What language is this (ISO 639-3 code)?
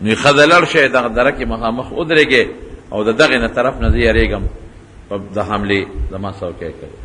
pus